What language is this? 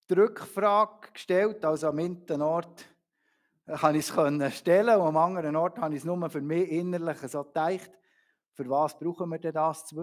Swiss German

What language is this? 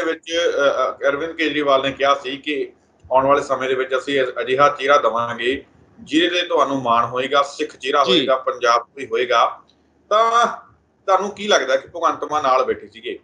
Punjabi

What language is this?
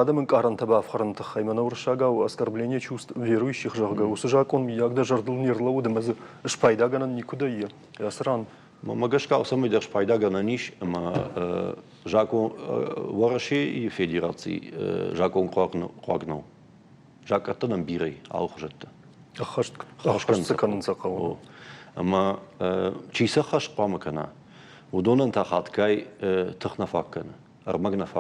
Ossetic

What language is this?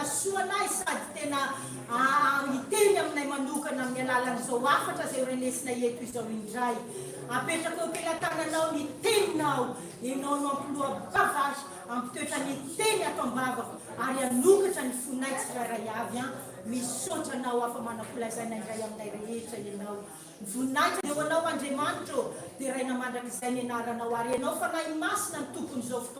Malagasy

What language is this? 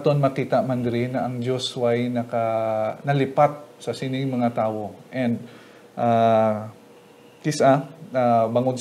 Hiligaynon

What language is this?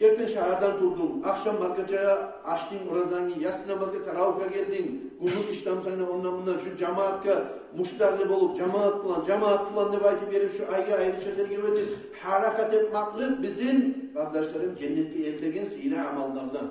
Kumyk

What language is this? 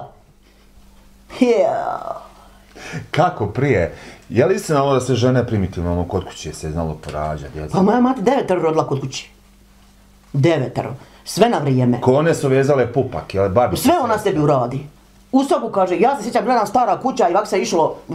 Bosnian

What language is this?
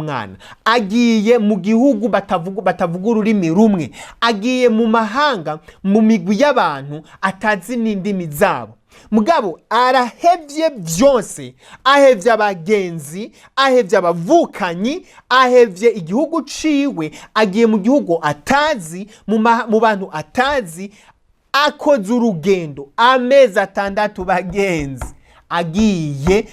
Rundi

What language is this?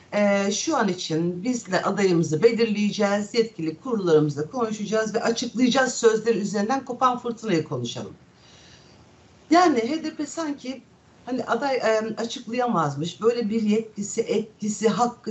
Turkish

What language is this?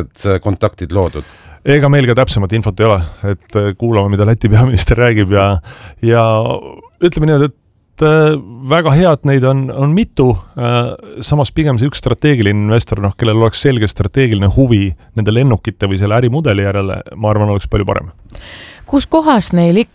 Estonian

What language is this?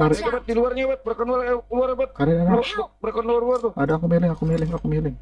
Banjar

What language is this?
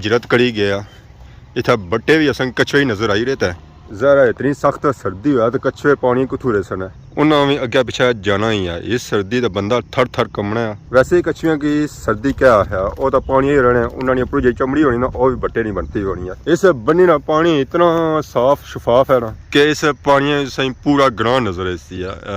Pahari-Potwari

